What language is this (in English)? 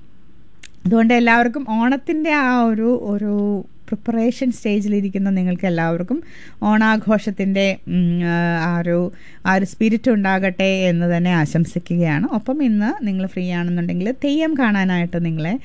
Malayalam